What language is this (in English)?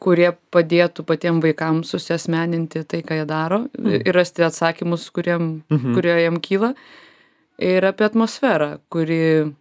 Lithuanian